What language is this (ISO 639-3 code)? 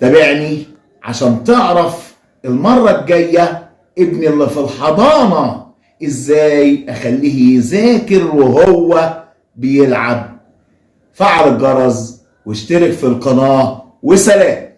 arz